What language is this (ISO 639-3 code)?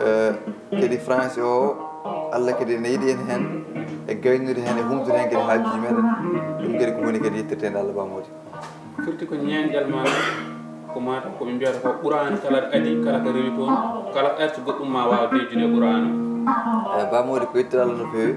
ful